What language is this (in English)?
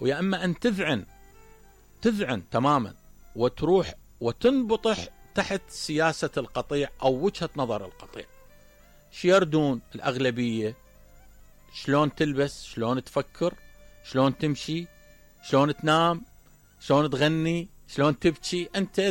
Mesopotamian Arabic